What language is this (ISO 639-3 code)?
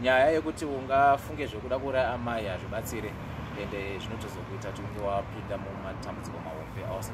sna